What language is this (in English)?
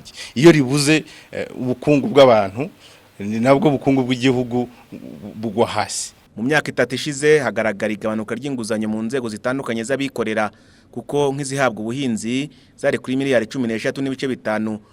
Kinyarwanda